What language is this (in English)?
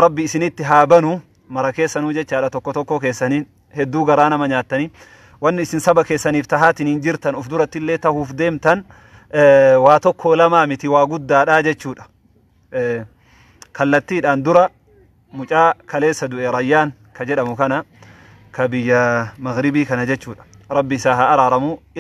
Oromo